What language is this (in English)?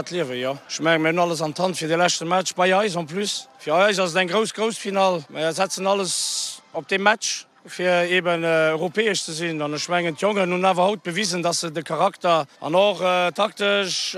Luxembourgish